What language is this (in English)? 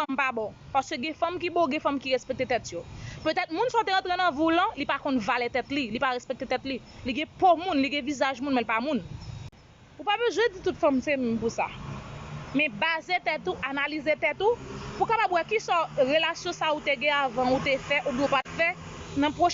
Haitian Creole